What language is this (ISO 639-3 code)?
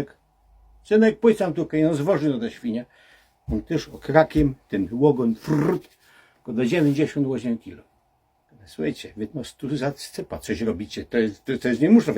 szl